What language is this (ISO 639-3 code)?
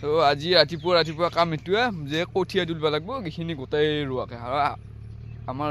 asm